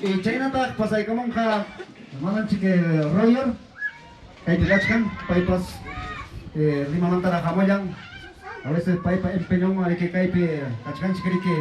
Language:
Ayacucho Quechua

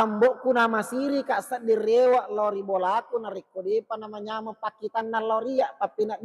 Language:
Buginese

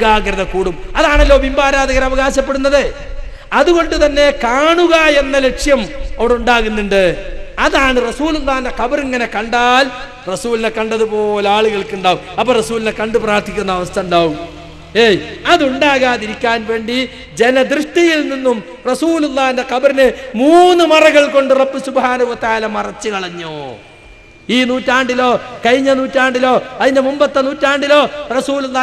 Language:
Malayalam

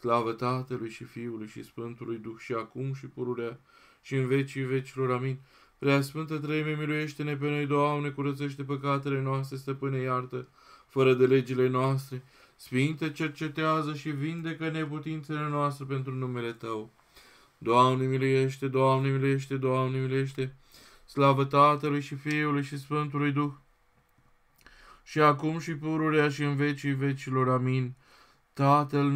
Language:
Romanian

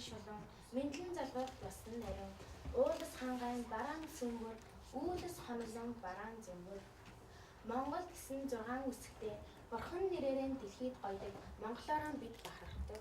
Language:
Mongolian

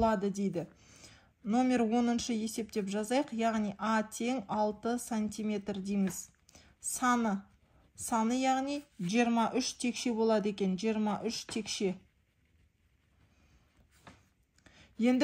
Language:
Kazakh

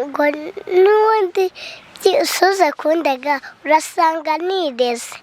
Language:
Kinyarwanda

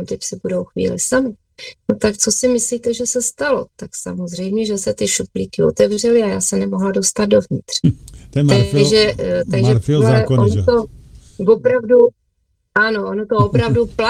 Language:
Czech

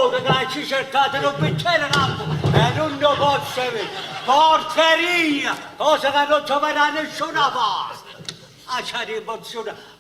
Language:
Neapolitan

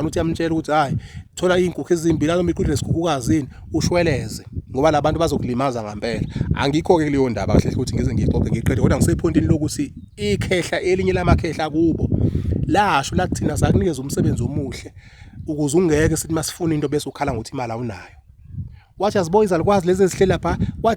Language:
Zulu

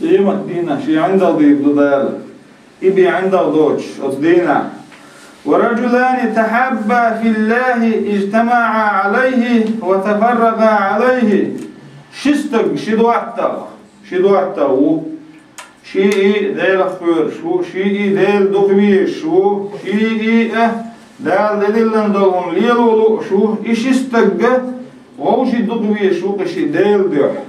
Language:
Chechen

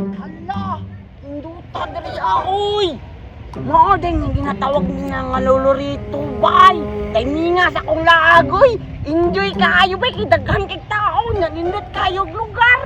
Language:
Cebuano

